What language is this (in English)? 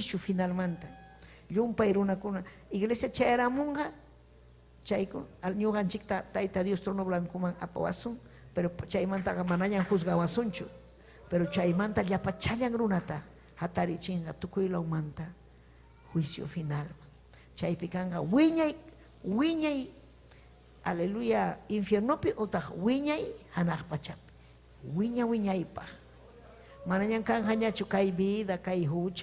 Ayacucho Quechua